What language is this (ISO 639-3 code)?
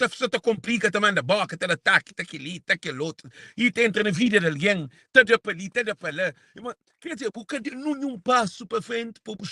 kea